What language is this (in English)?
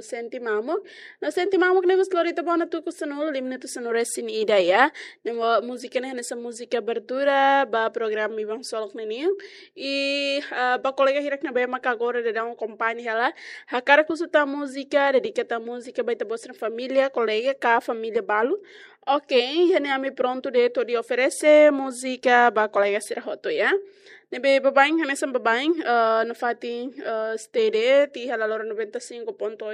Tetum